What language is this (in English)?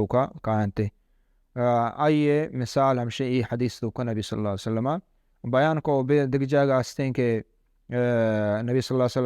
Baluchi